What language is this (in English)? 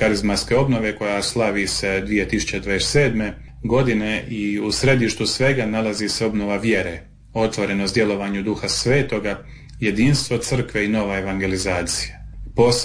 Croatian